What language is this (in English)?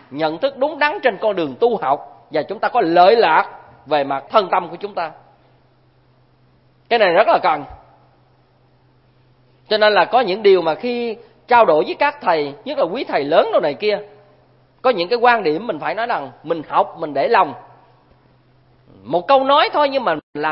Vietnamese